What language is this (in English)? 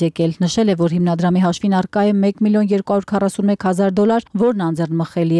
Armenian